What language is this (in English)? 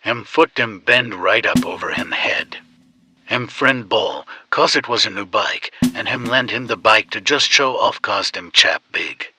Jamaican Creole English